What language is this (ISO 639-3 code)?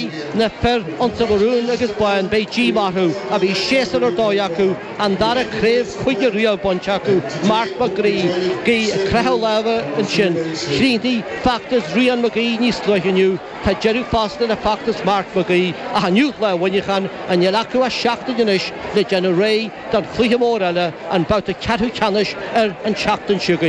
gle